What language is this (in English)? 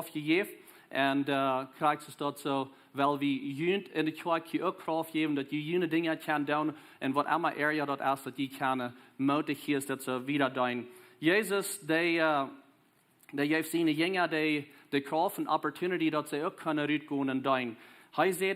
Plautdietsch